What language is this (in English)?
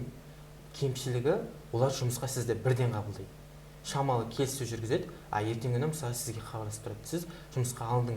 Kazakh